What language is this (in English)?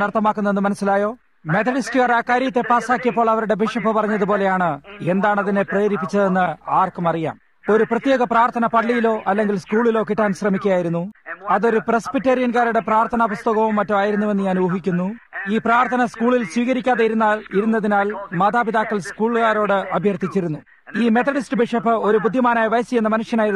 Malayalam